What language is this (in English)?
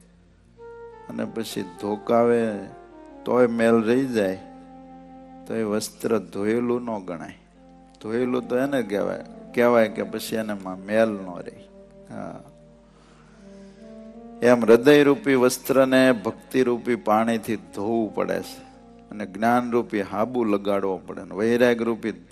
Gujarati